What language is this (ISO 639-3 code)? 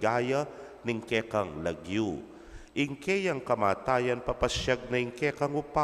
pam